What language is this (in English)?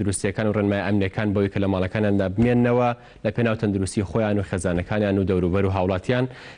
Central Kurdish